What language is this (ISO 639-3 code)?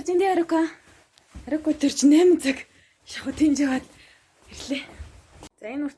mon